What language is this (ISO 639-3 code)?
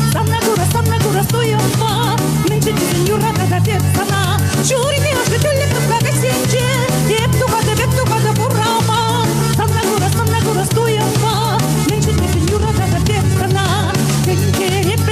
chv